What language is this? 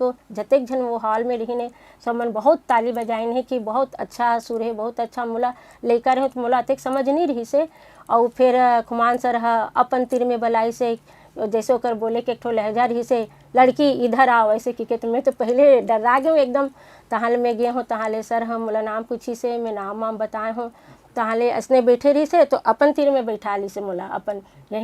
Chhattisgarhi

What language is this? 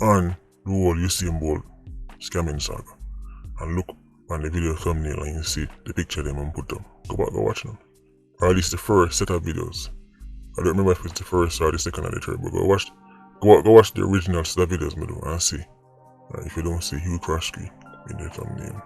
Jamaican Creole English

